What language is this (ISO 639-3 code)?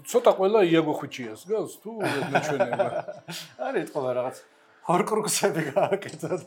kat